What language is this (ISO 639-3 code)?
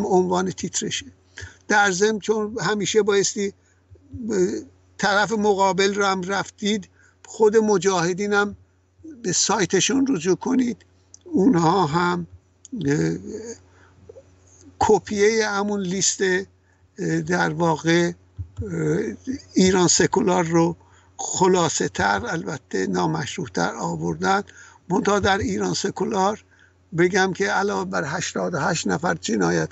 fas